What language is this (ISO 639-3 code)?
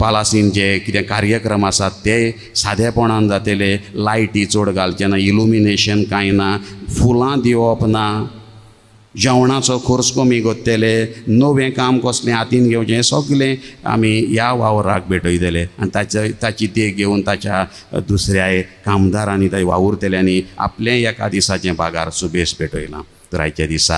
kok